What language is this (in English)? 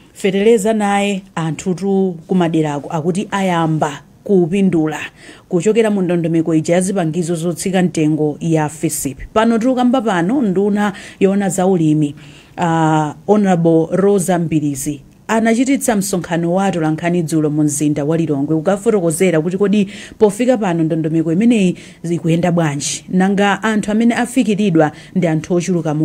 Nyanja